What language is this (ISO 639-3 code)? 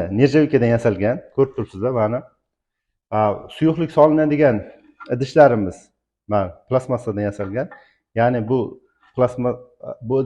uzb